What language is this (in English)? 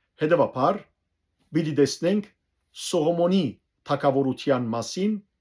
Western Armenian